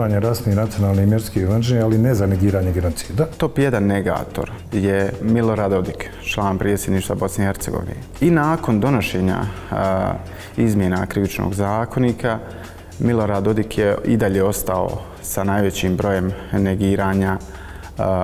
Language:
Bosnian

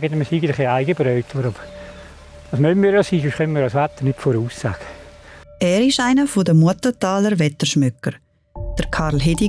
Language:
Swiss German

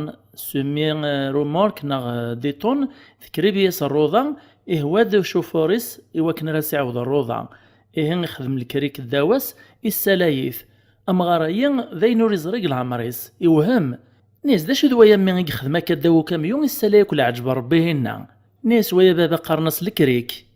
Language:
Kabyle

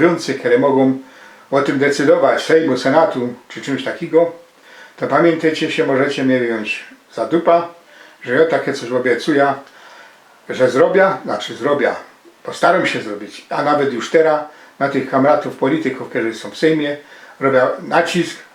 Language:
Silesian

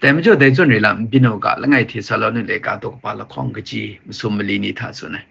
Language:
Kachin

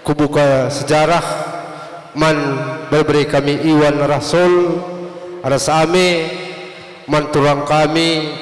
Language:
Batak Karo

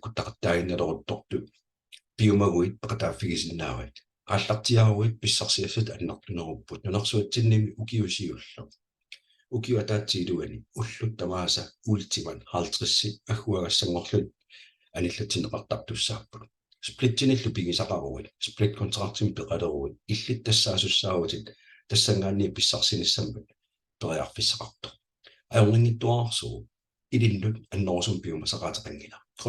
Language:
Kalaallisut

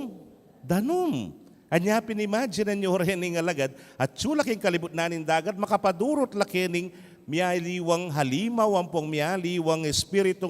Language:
Pampanga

